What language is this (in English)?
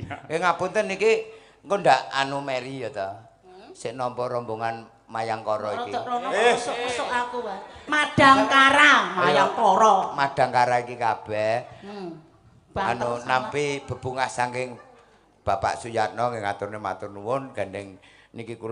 Javanese